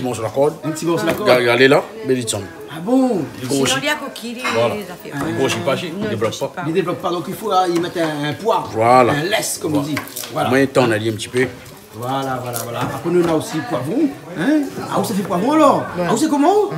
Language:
Réunion Creole French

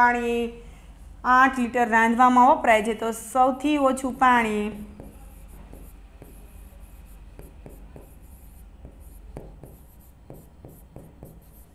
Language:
Gujarati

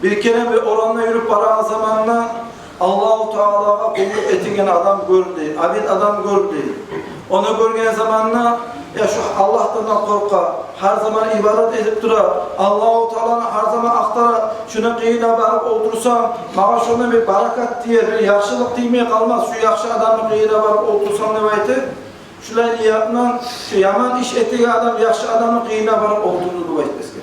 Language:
Kumyk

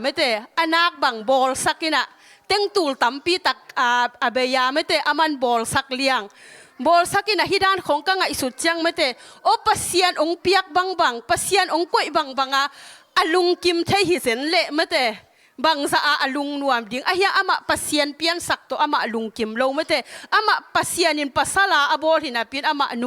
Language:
Tedim Chin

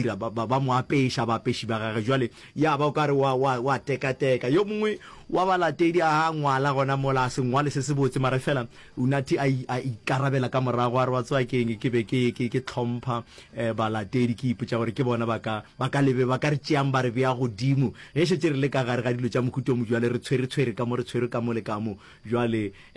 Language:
Northern Sotho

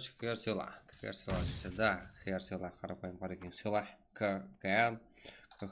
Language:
Kara-Kalpak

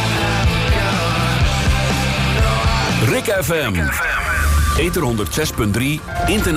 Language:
Dutch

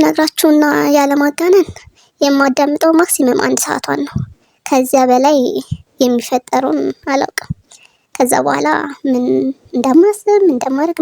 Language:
Amharic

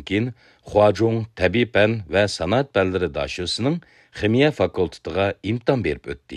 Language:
Uyghur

